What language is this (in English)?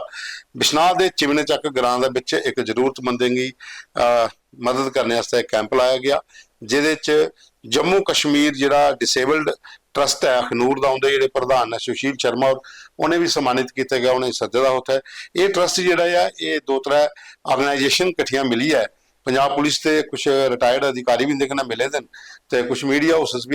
Dogri